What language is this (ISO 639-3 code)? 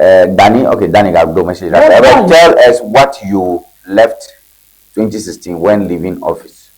ewe